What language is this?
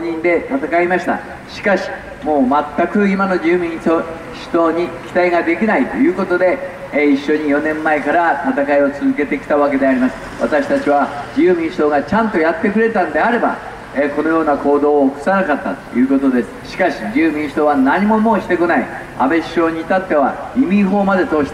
Japanese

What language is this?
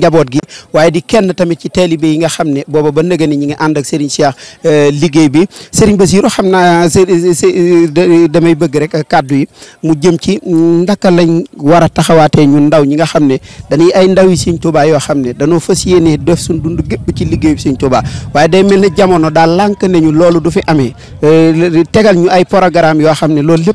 Wolof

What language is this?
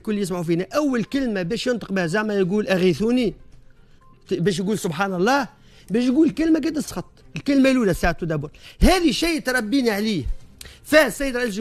Tunisian Arabic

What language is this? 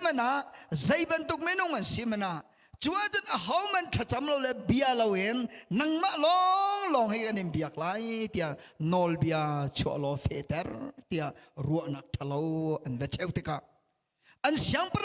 Hakha Chin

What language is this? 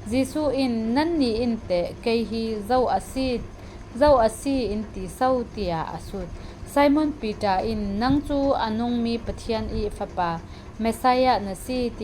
Falam Chin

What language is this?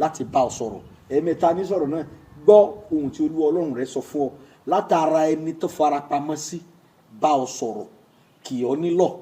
Yoruba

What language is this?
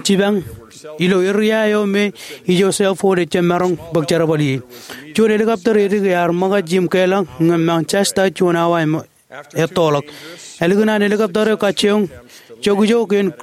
Marshallese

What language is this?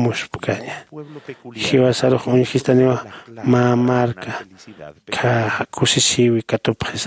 Aymara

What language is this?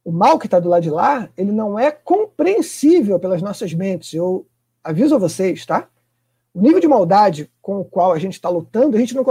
Portuguese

